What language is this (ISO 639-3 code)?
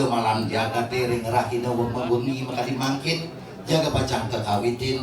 ban